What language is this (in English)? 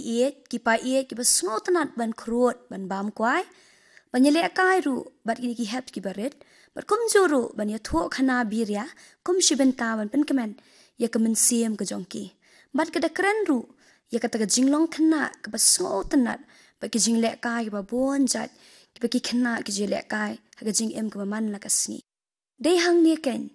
Khasi